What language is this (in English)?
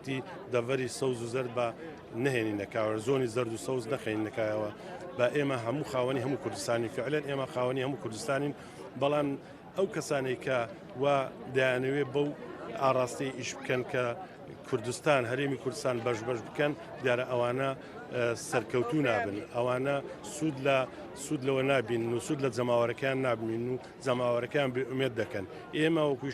Central Kurdish